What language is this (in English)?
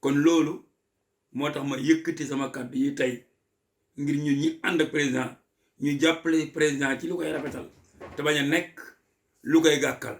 Wolof